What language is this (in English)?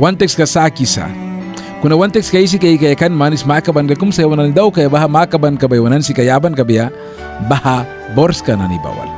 Mískito